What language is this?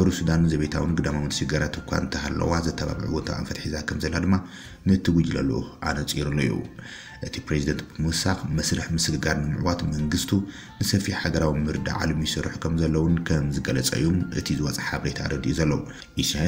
Tigrinya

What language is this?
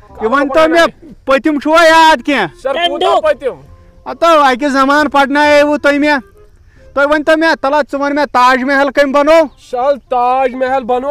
Kashmiri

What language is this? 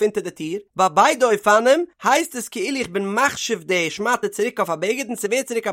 Yiddish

